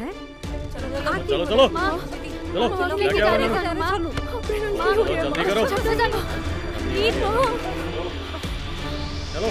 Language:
Punjabi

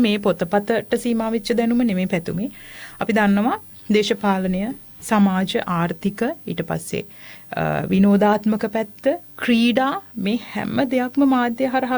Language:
Sinhala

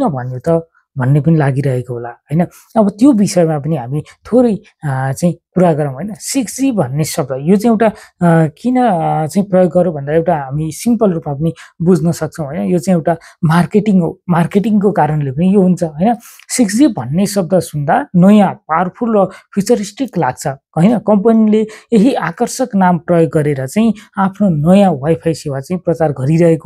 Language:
Nepali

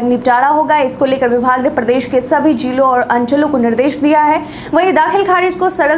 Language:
Hindi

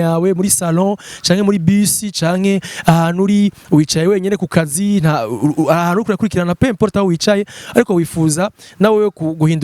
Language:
Rundi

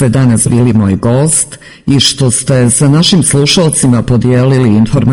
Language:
Serbian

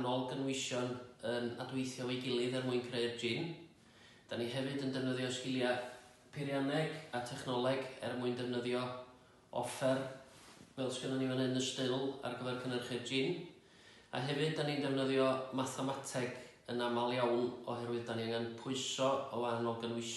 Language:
Welsh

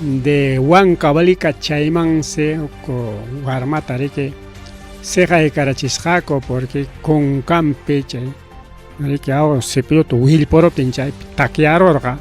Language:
Ayacucho Quechua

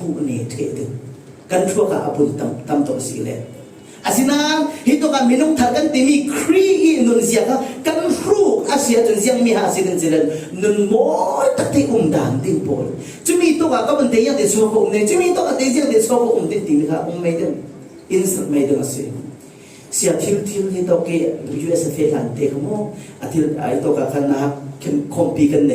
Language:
Falam Chin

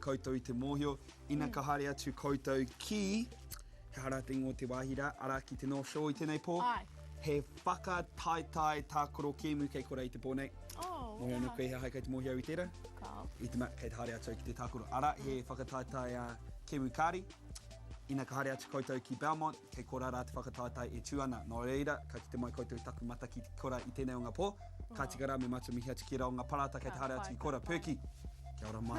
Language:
Māori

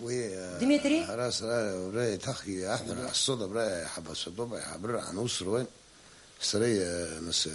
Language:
Abkhazian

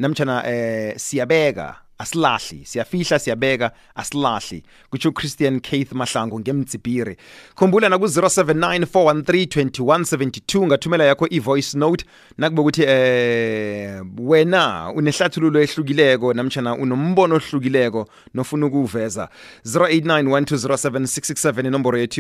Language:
South Ndebele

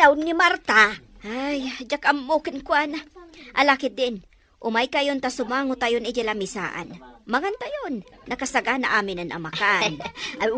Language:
Iloko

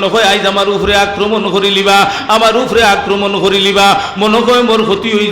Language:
Sylheti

